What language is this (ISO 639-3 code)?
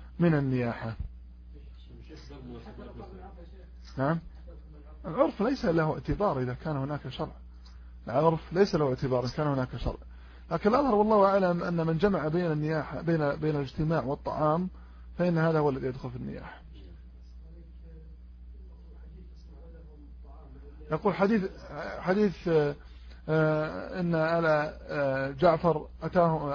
ara